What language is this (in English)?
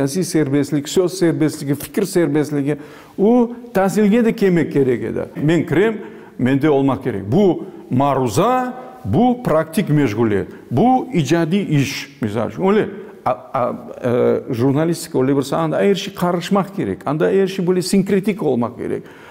Crimean Tatar